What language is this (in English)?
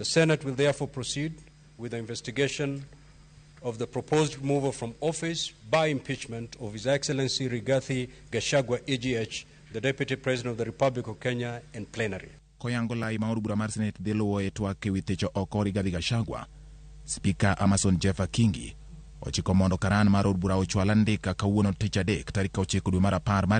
Luo (Kenya and Tanzania)